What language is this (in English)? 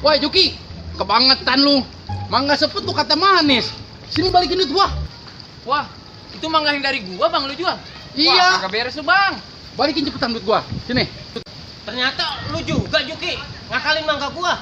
Betawi